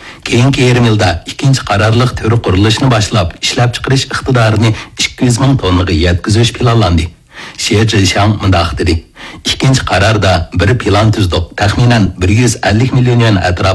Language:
Uyghur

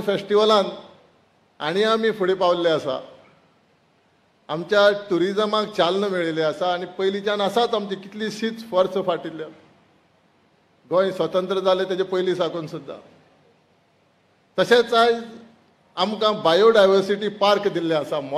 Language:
Konkani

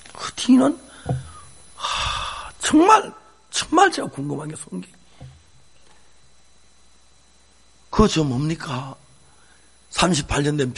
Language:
Korean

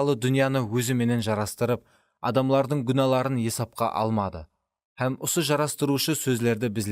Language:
Kara-Kalpak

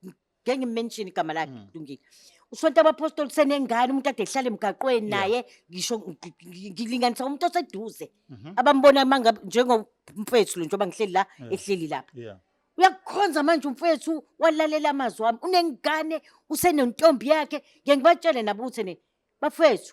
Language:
Zulu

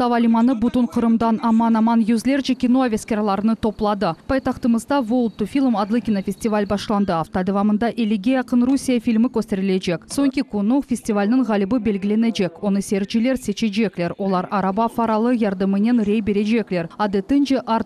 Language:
Crimean Tatar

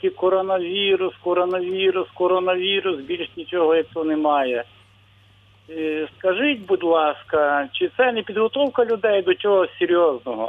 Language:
Ukrainian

